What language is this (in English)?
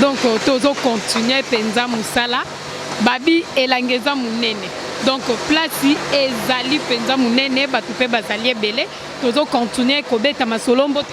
Lingala